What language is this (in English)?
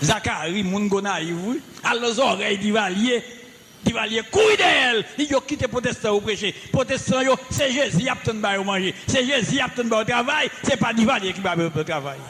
Haitian Creole